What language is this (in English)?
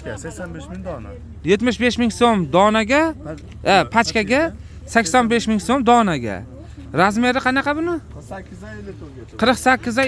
Uzbek